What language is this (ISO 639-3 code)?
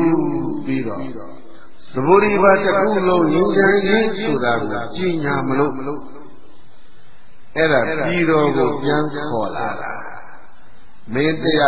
mya